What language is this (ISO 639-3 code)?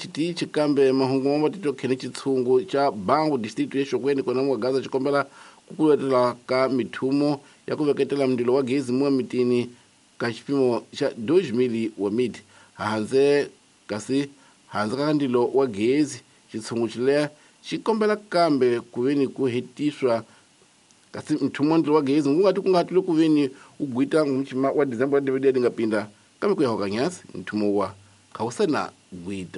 tso